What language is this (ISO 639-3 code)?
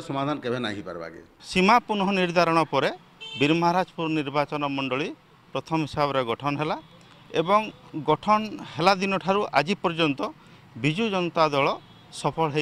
ori